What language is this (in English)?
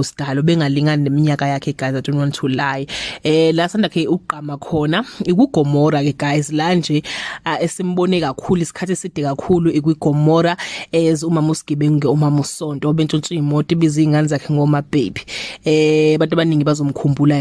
Zulu